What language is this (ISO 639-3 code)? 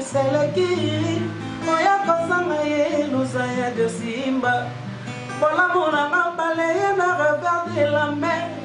lin